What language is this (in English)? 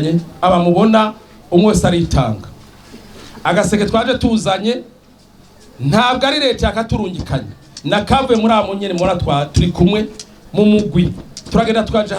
Rundi